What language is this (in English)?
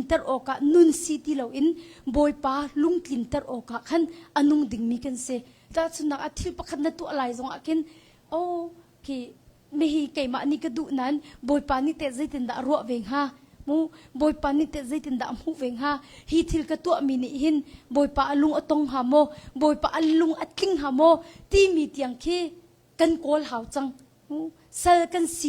Hakha Chin